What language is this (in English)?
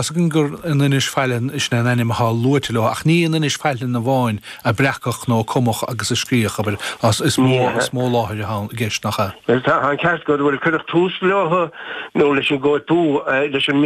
Irish